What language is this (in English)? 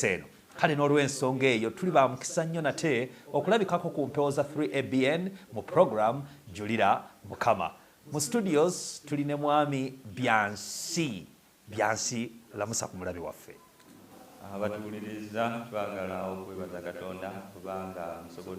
Ganda